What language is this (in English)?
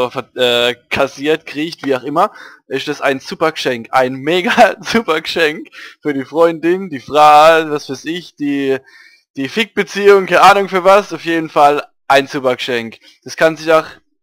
Palatine German